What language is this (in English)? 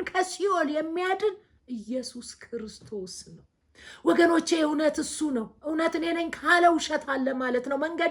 Amharic